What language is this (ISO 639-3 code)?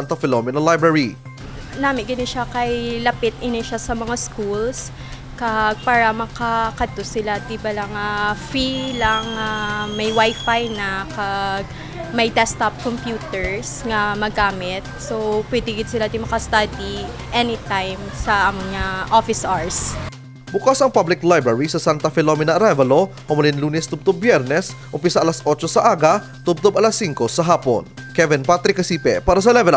hil